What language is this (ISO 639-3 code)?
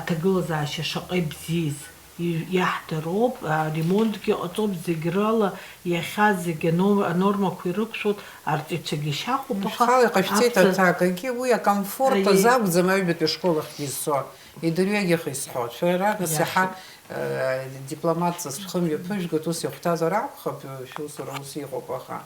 abk